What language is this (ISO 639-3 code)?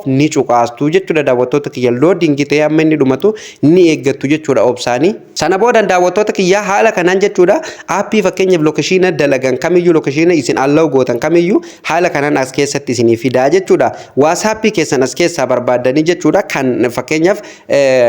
orm